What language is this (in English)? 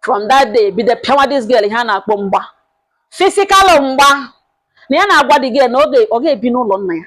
Igbo